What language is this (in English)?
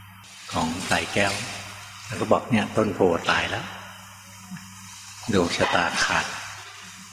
Thai